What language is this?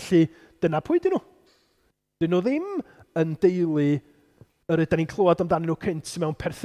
Welsh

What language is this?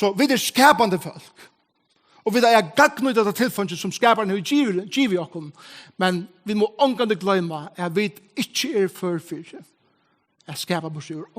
Faroese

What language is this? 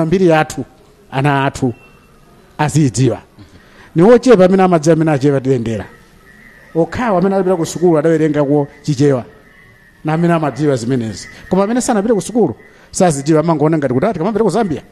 Nyanja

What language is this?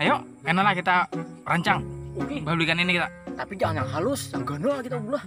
Banjar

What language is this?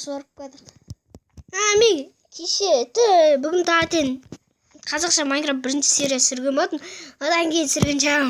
Kazakh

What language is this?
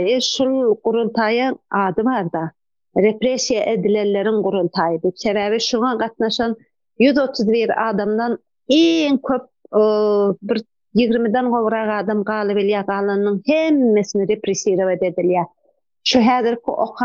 Turkmen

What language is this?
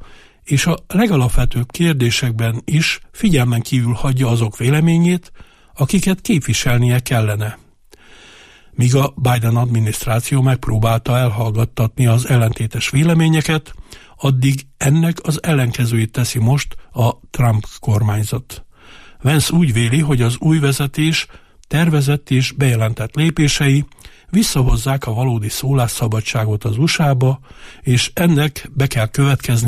Hungarian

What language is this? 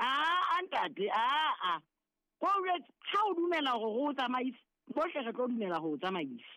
Southern Sotho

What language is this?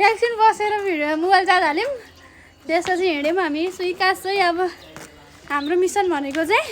Nepali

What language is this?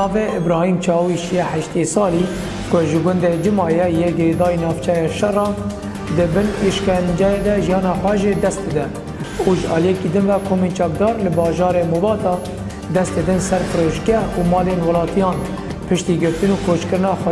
Kurdish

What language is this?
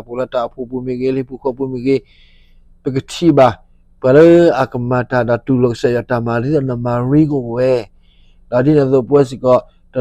S'gaw Karen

